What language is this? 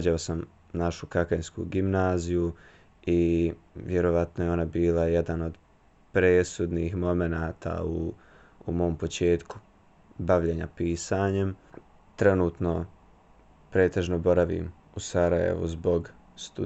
Serbian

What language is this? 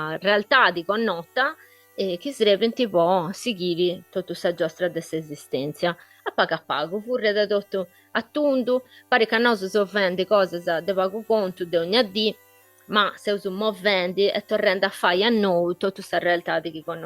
Sardinian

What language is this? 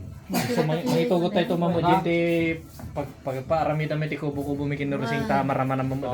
Iloko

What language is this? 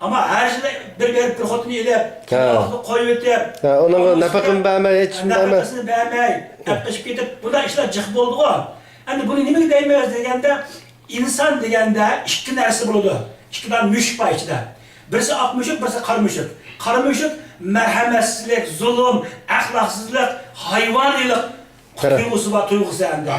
Uyghur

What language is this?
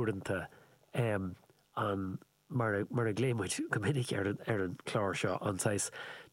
Irish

